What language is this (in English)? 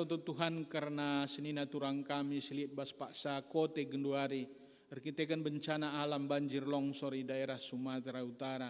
Batak Karo